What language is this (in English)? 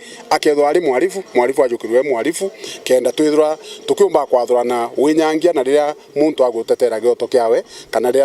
Meru